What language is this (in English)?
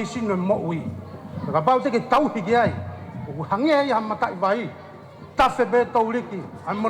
Tongan